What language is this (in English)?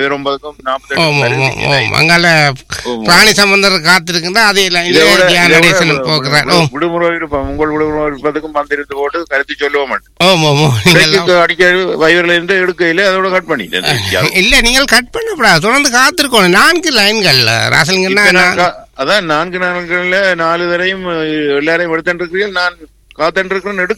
Tamil